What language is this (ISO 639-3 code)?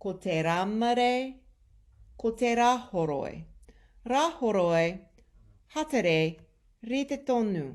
mri